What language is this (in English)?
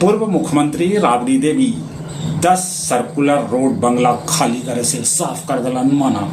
Magahi